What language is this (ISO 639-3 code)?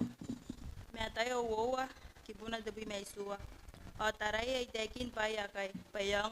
gil